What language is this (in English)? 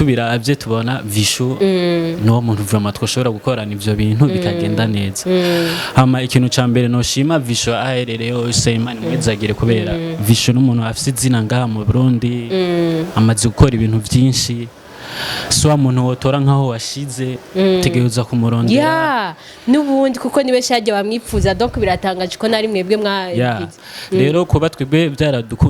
Rundi